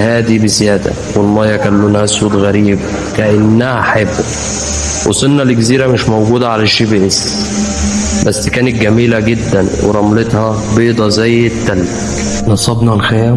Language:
Egyptian Arabic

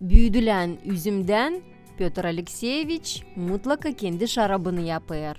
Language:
Gagauz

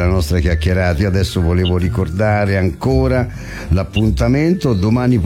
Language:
Italian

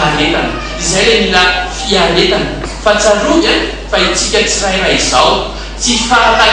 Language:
Malagasy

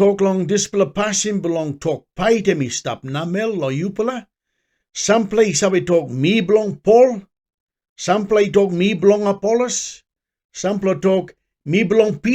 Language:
Tok Pisin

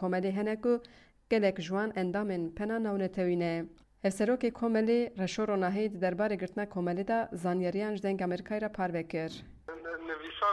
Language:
Kurdish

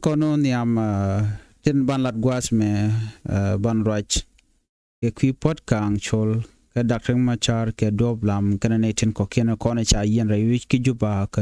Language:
Nuer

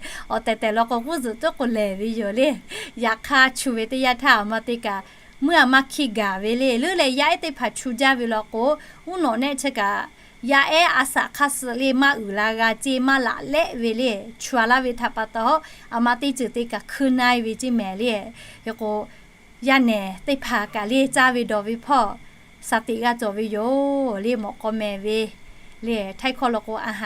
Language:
Lahu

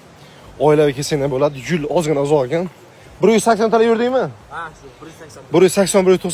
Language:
Uzbek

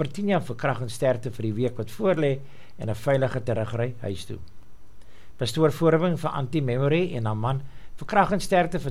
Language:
Afrikaans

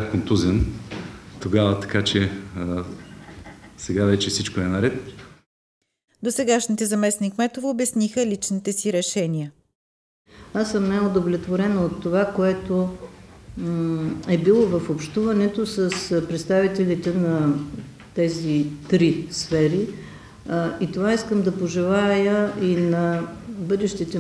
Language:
Bulgarian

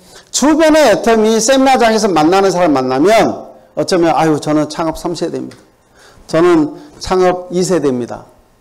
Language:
Korean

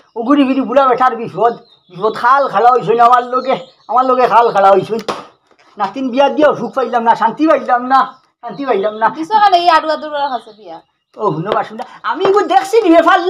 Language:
Sylheti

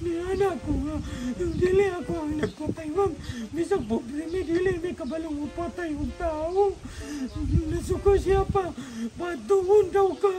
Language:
Cebuano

